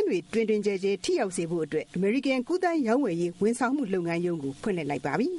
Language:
Burmese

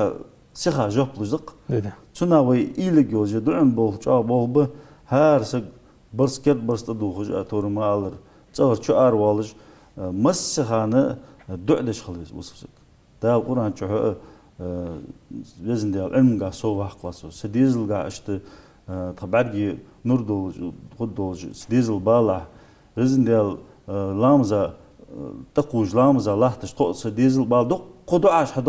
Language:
Ingush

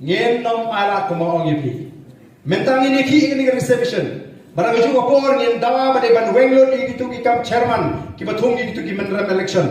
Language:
Khasi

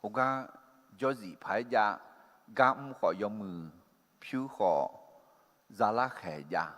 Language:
Akha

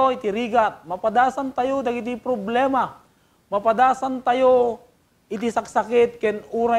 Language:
Iloko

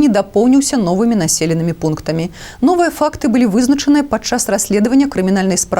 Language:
Belarusian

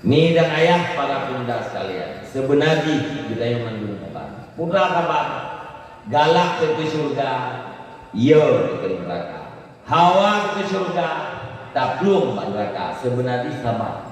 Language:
Achinese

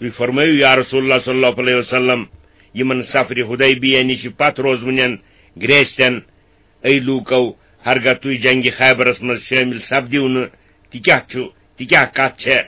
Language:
Kashmiri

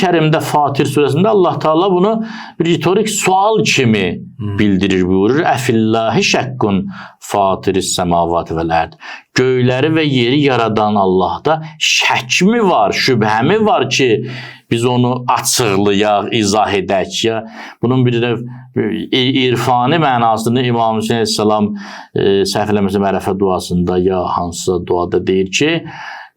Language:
Azerbaijani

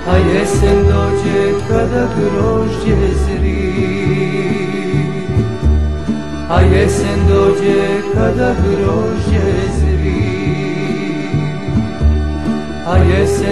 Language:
Serbian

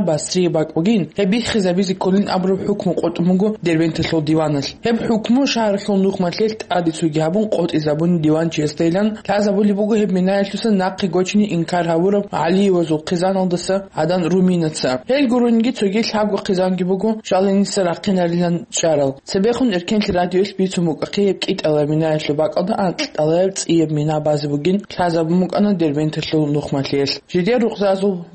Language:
Avaric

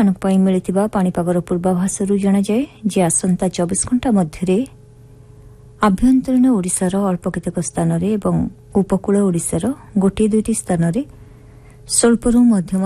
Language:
Odia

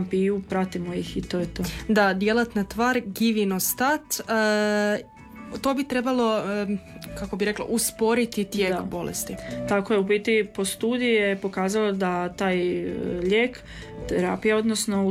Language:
Croatian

